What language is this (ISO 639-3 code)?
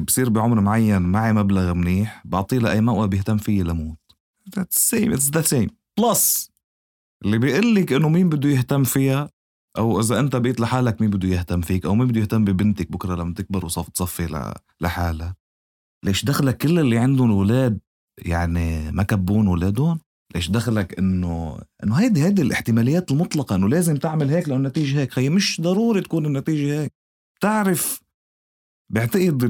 apc